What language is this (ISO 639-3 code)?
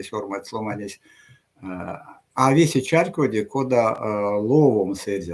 myv